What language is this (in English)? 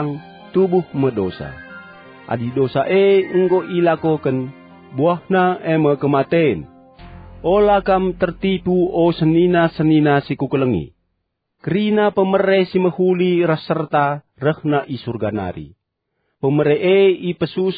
Batak Karo